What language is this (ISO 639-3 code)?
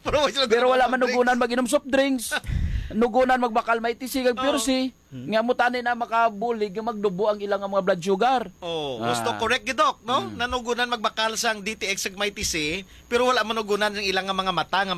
hil